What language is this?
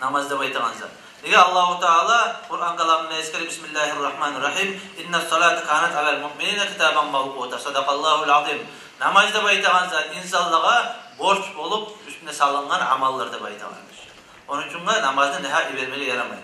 Kumyk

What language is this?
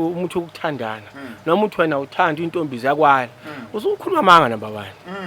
Zulu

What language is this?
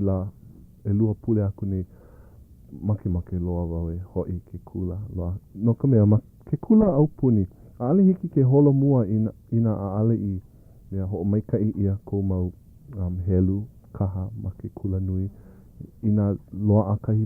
Hawaiian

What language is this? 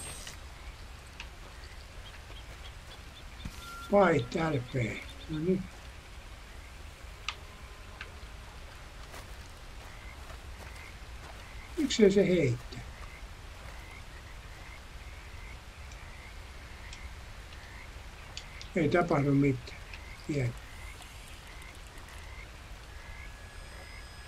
Finnish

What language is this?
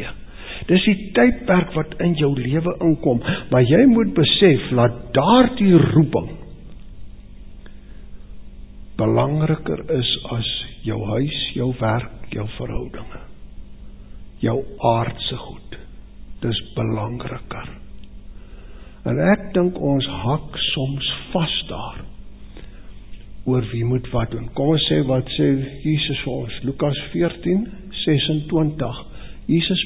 Afrikaans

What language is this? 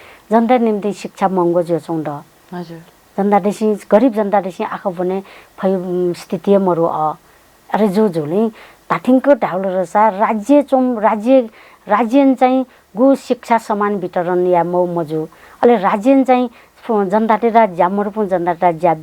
Newari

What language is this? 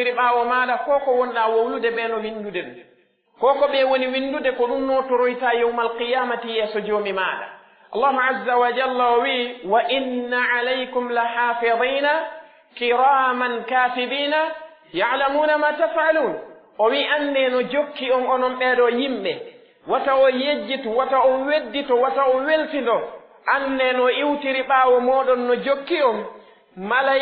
Pular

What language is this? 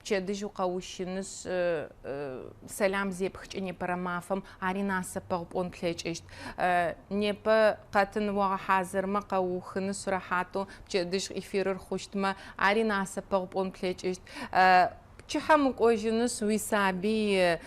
Adyghe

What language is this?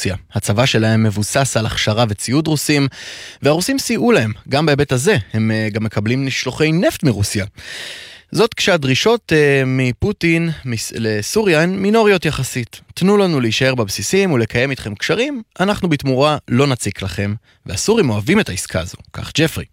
Hebrew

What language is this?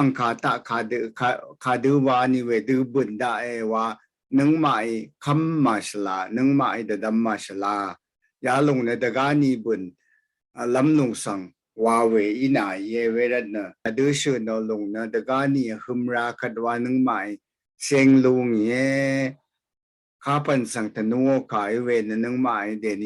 Rawang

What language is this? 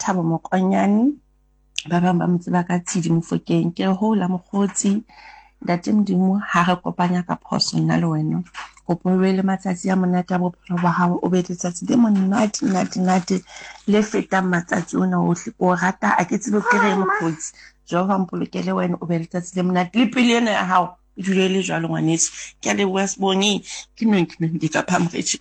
Southern Sotho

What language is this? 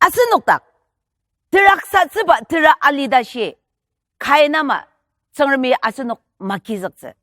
Ao Naga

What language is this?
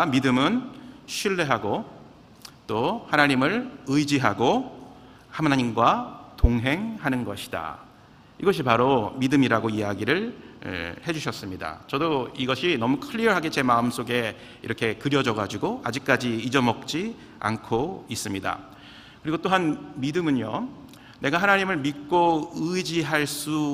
Korean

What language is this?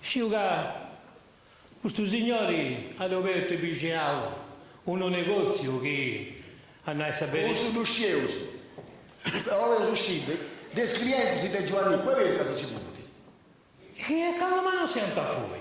Sardinian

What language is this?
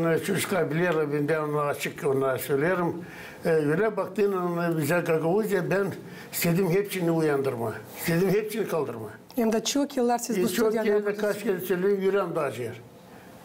Gagauz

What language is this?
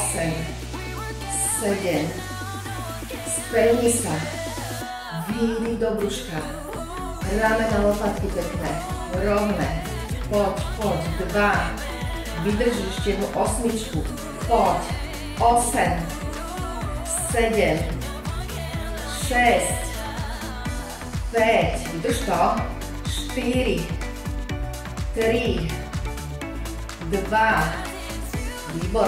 Slovak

